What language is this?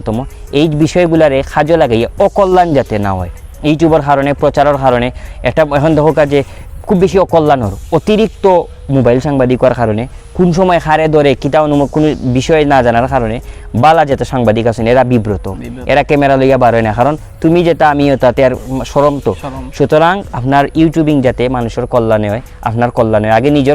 Sylheti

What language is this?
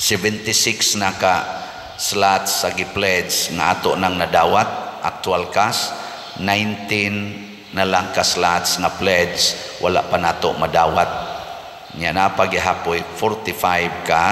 Cebuano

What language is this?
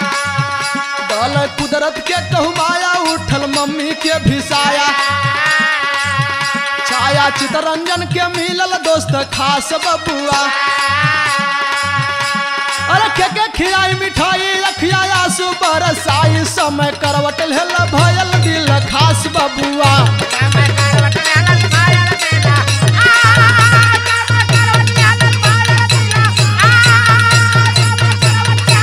Bhojpuri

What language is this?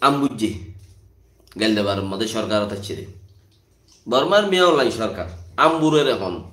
Rohingya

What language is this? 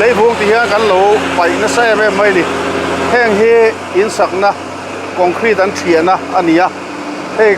Mizo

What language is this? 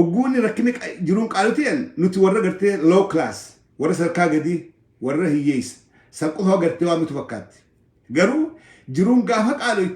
Oromo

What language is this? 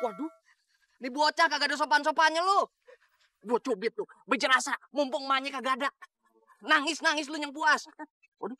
Betawi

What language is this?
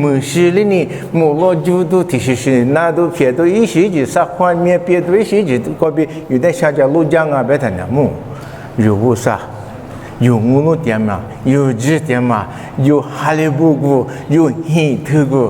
Lisu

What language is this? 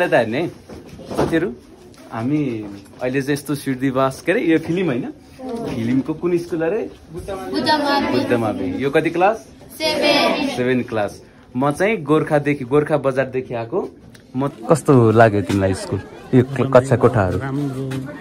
Nepali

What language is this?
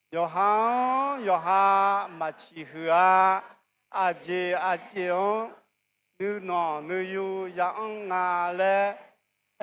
Akha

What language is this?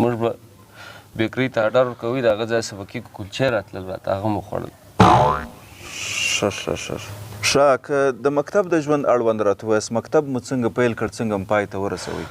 Pashto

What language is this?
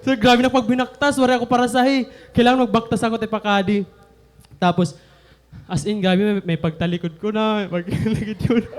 Waray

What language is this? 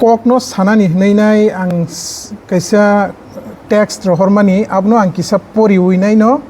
Kok Borok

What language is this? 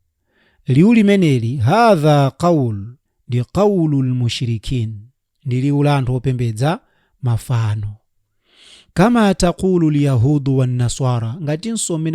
Nyanja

